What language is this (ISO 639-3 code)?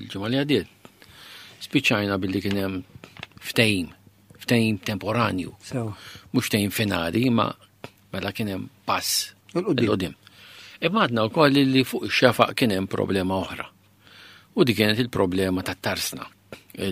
mlt